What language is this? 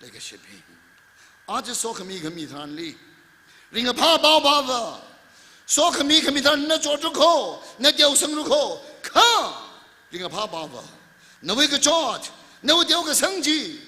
Tangkhul Naga (India)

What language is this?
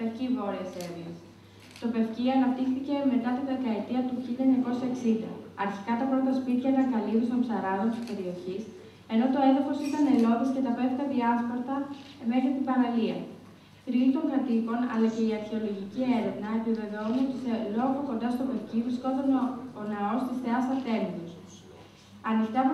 Greek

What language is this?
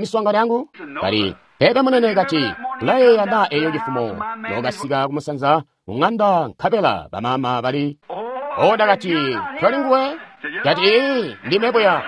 Tonga (Zambia)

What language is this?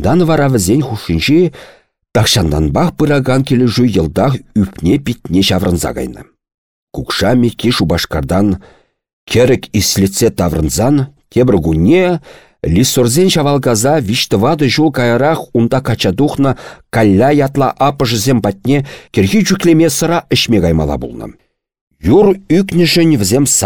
Chuvash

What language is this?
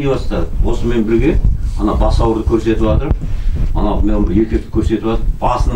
Kazakh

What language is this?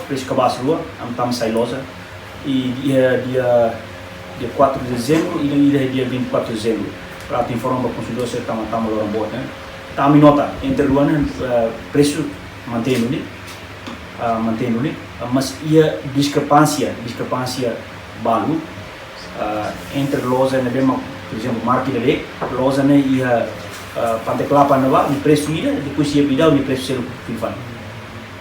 Tetum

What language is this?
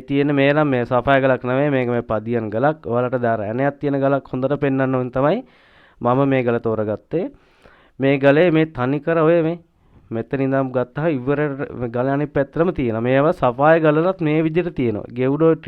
Sinhala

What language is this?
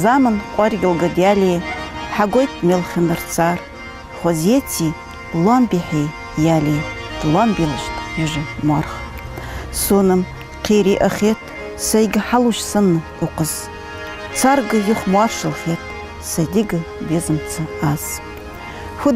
Ingush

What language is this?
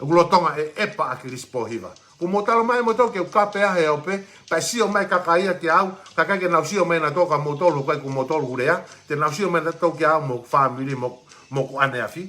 Tongan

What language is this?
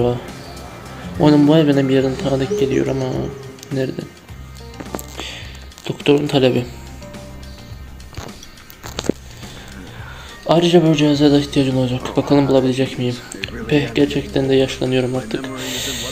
Turkish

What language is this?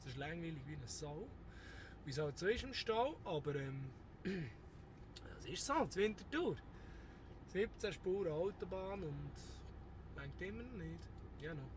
Swiss German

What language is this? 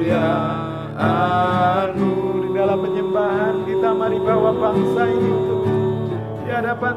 Indonesian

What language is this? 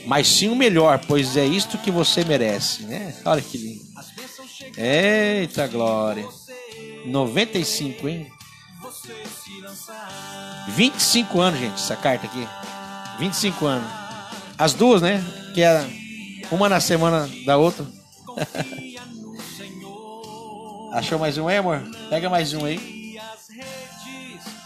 Portuguese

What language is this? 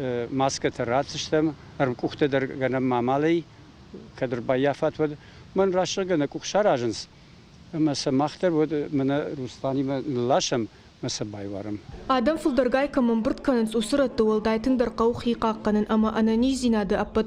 Ossetic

